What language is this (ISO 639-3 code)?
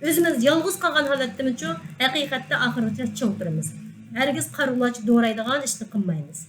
uig